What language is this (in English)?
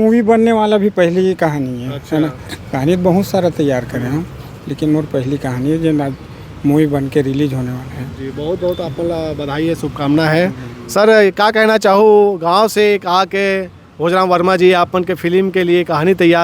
Chhattisgarhi